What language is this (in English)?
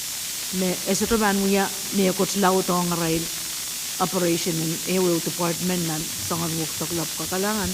Pohnpeian